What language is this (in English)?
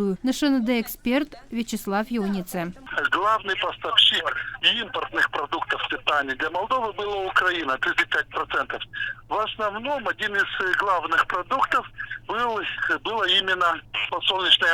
Gagauz